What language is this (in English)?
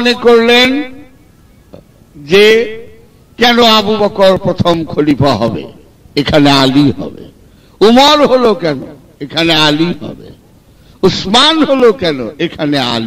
Bangla